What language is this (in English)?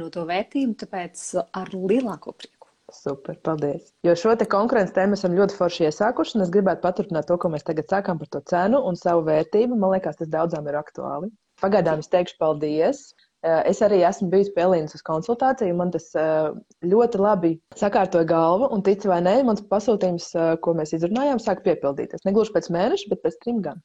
Latvian